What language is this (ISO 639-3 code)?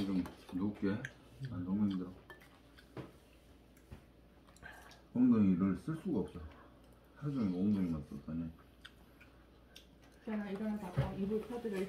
kor